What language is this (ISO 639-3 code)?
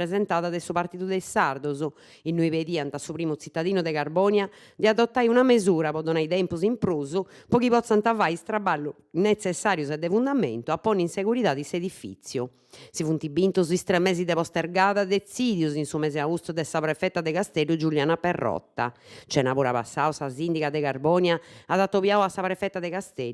srd